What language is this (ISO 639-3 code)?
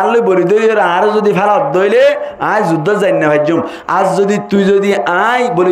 rhg